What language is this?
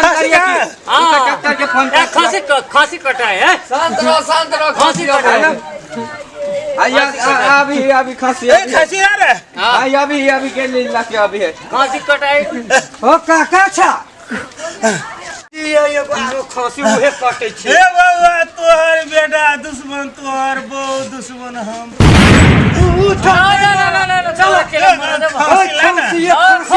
Maithili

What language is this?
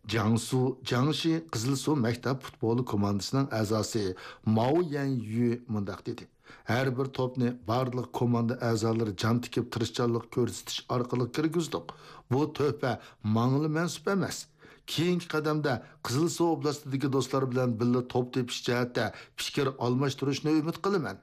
Uyghur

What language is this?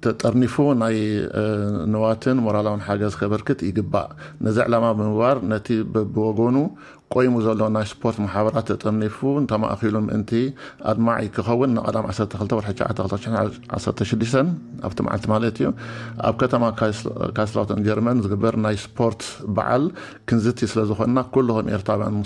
Tigrinya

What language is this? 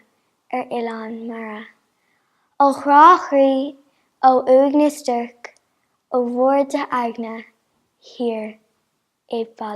Irish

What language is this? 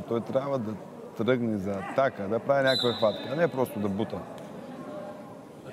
Bulgarian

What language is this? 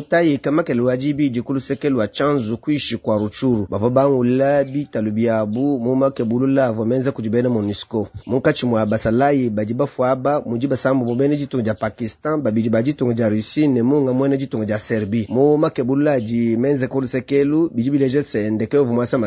Luba-Lulua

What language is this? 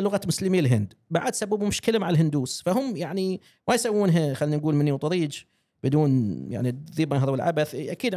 Gulf Arabic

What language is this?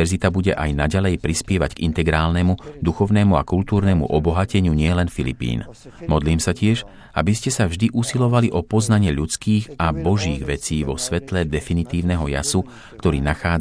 Slovak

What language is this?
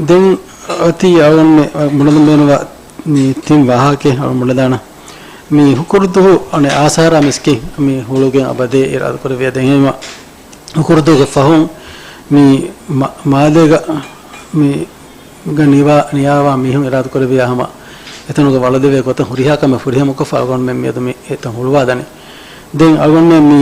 Divehi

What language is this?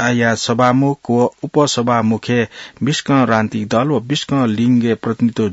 Newari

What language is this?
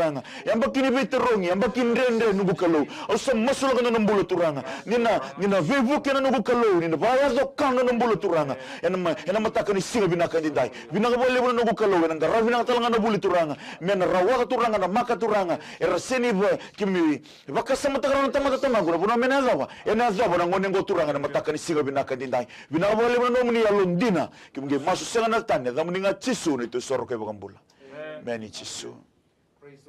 Fijian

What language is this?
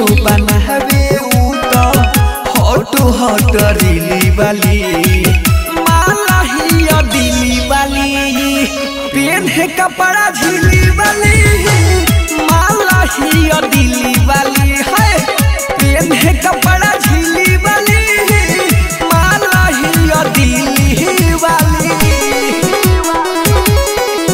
Bhojpuri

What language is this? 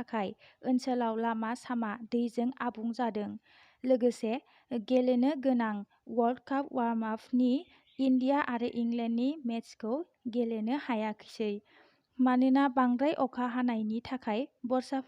Bodo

